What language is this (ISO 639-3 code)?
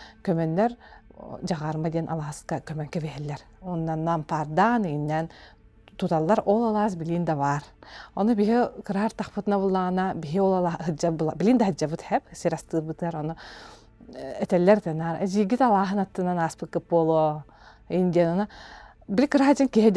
sah